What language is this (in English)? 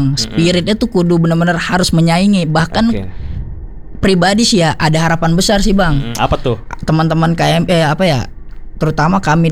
Indonesian